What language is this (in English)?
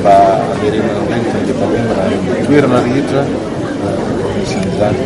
Malagasy